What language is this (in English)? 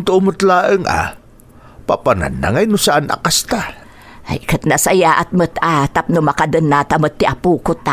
Iloko